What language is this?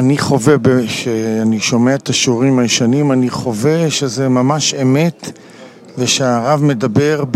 Hebrew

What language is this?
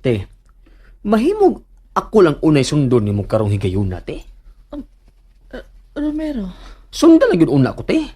Cebuano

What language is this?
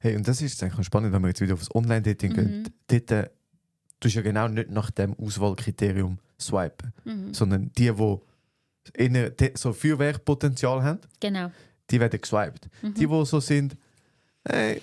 Swiss German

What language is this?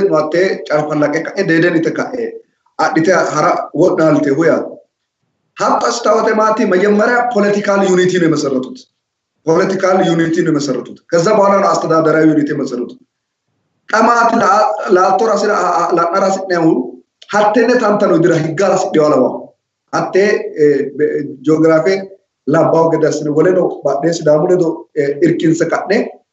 Sidamo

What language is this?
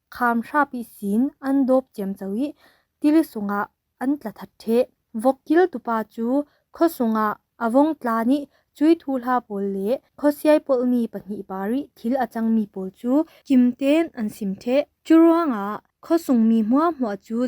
Falam Chin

